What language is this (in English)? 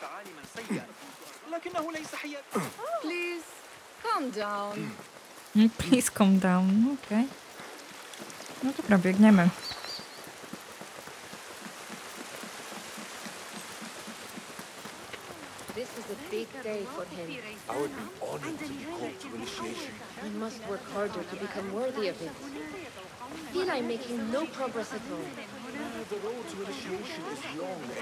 Polish